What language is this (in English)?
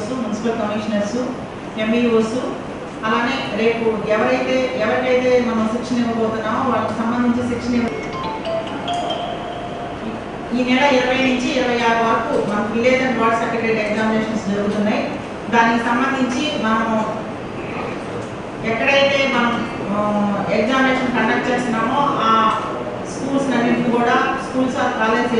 Telugu